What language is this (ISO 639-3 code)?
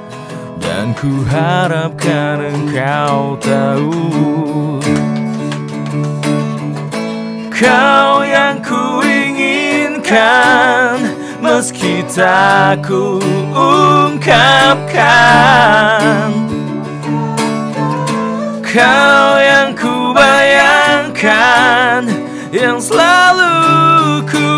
ind